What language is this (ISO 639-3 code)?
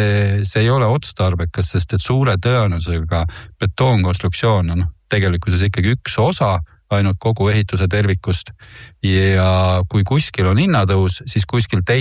est